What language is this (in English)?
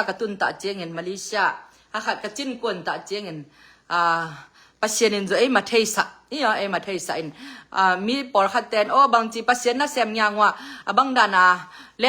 Tedim Chin